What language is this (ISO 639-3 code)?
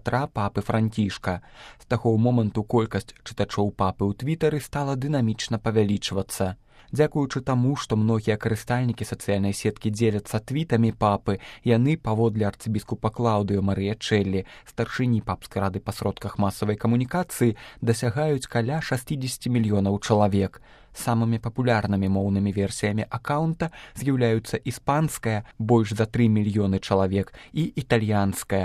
bel